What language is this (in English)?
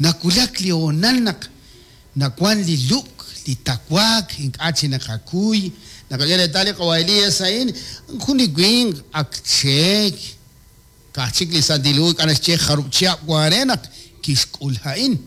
Kekchí